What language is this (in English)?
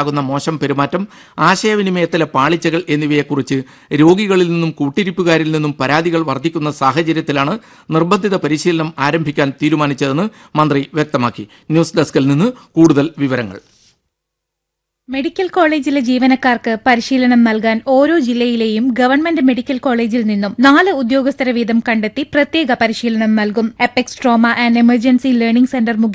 Malayalam